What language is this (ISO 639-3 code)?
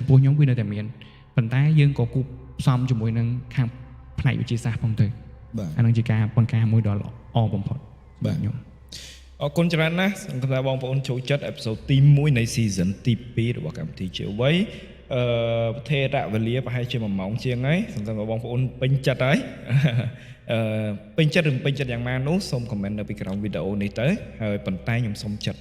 khm